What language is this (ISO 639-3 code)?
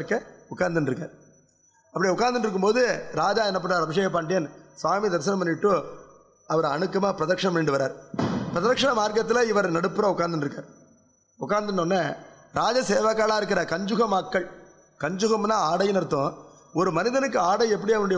tam